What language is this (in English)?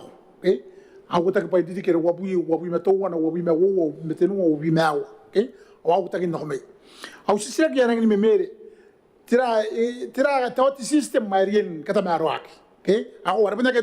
Gilbertese